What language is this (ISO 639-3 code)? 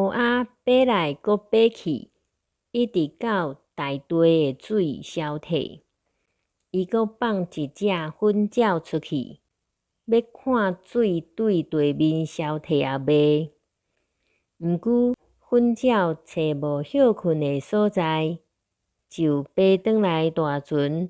nan